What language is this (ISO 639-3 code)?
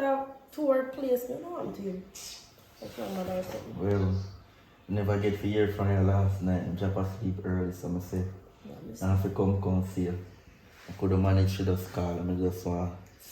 jam